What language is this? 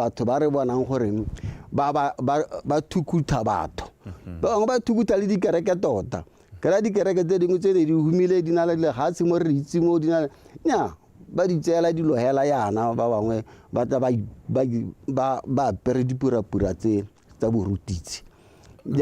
Tswana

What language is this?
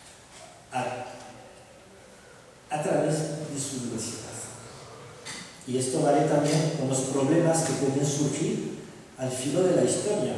Spanish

